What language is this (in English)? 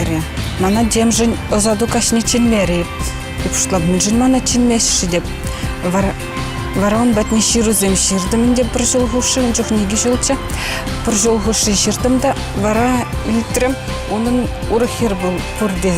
Chuvash